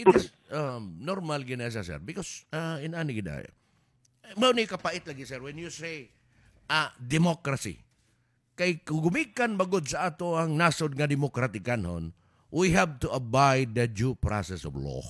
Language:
Cebuano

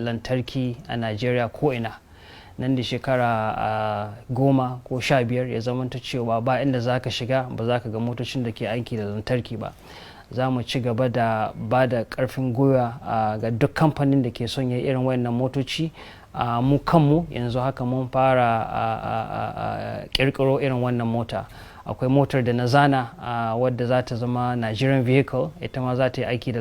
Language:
Hausa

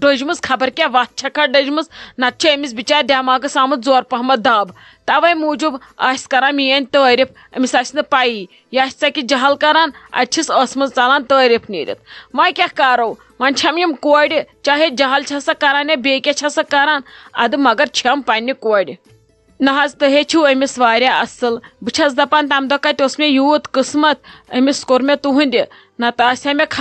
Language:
Kashmiri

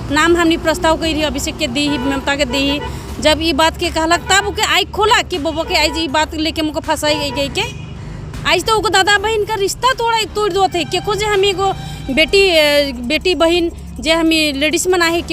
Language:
Sadri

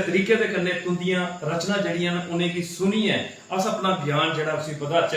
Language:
Dogri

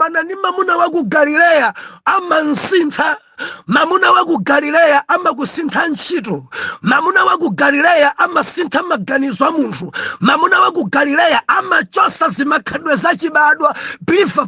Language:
Nyanja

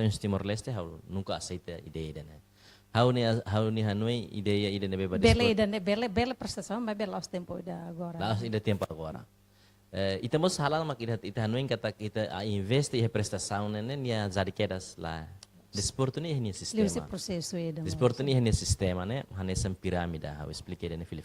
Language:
Tetum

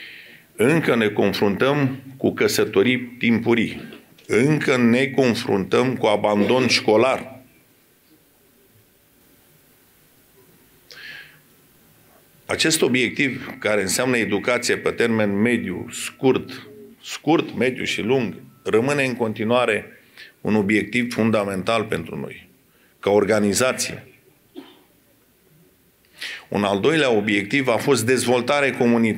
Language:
Romanian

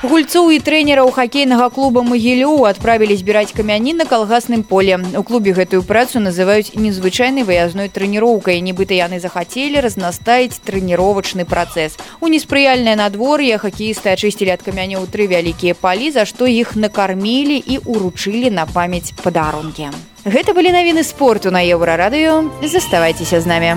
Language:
Belarusian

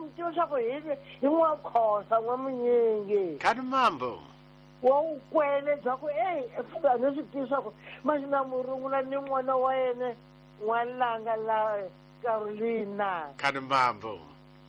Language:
Tsonga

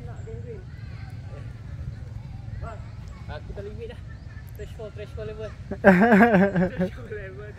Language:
Malay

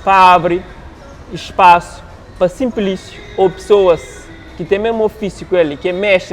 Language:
Kabuverdianu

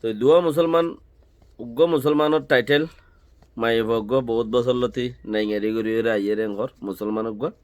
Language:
Rohingya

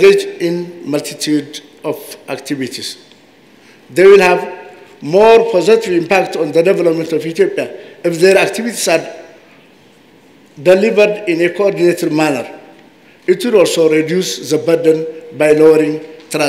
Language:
English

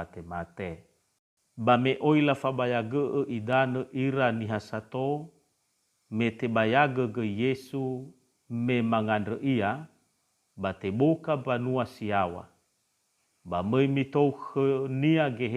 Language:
Nias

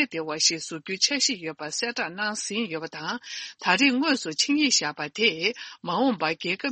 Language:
Tibetan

